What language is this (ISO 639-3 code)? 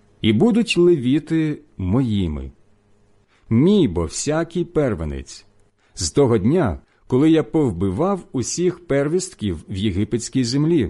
ukr